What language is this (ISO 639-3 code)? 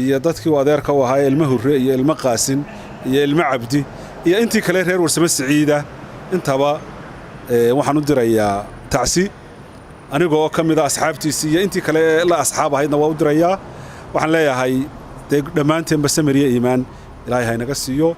som